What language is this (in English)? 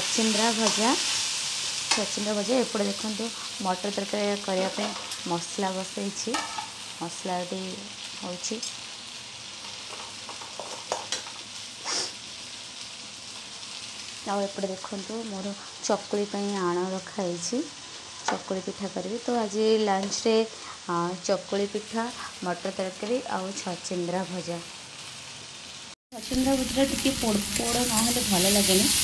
Odia